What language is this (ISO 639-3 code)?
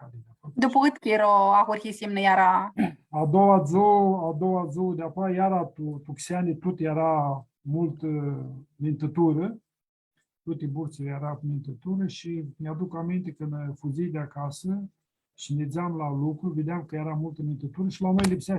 rup